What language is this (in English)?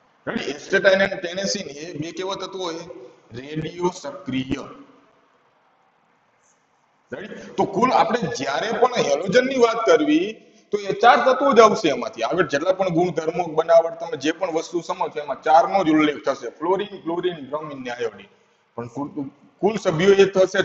Gujarati